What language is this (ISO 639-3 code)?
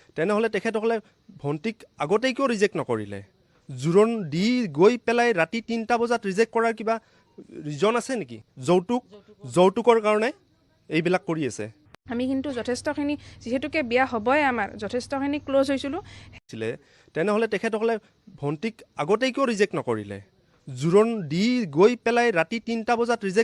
asm